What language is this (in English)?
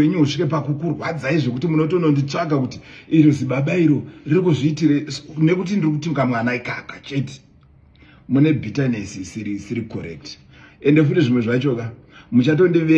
Shona